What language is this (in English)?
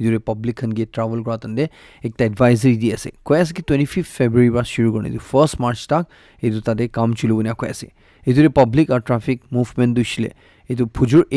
Naga Pidgin